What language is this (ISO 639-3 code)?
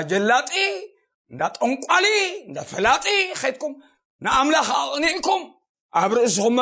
tir